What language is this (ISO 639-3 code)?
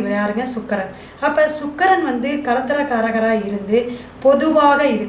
tam